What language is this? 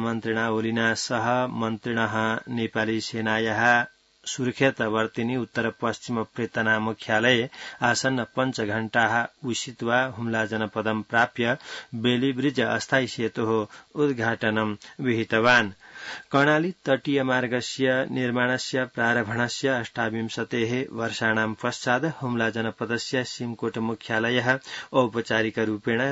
Sanskrit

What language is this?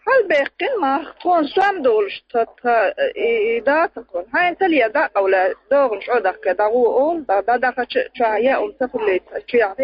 Chechen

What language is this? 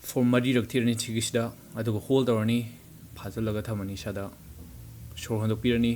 Manipuri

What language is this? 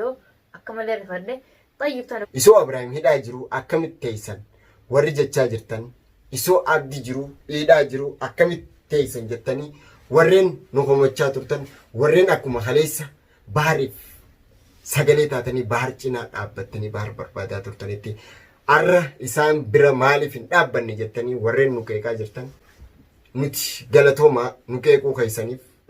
Oromo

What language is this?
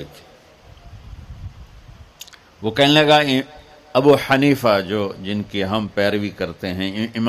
Urdu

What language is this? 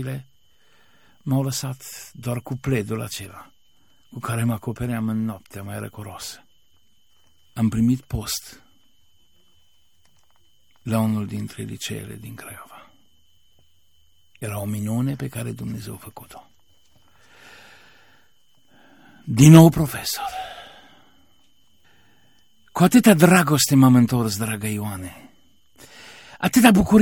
Romanian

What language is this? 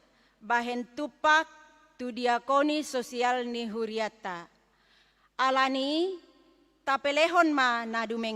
Batak Toba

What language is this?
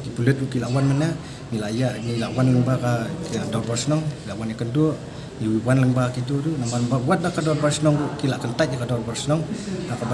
Khasi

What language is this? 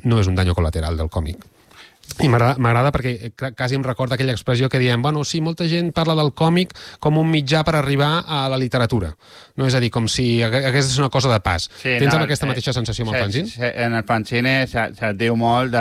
Catalan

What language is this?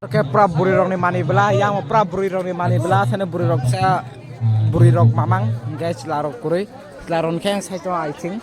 Kok Borok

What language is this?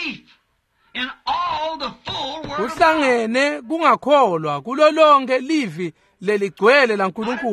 Swati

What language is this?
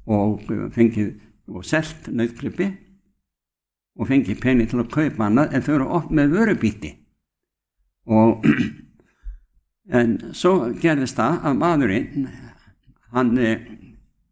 Icelandic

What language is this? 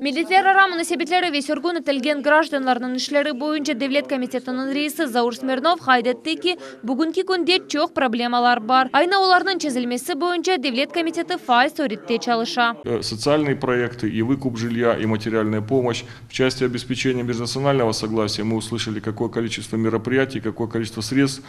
Crimean Tatar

